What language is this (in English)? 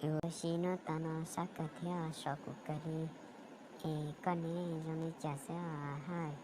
Hmong